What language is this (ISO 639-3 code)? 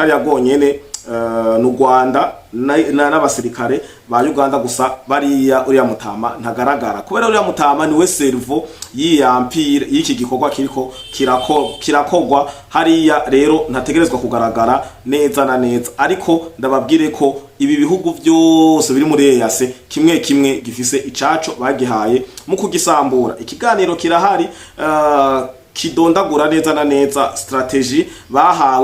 run